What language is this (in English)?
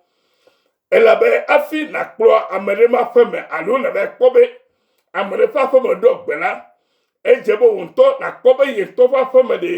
Ewe